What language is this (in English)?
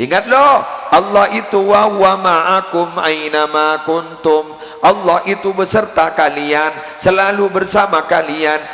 Madurese